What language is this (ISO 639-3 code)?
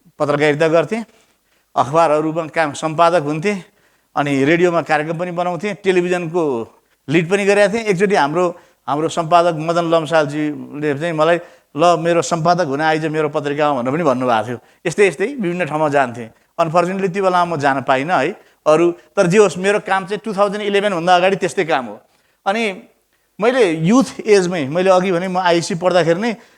nep